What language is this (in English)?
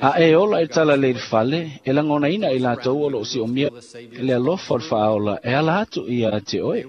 Samoan